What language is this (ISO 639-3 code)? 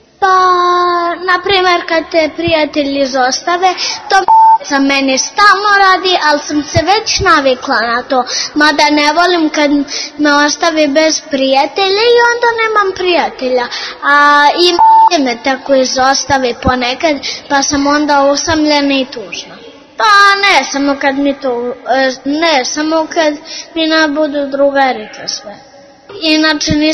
srp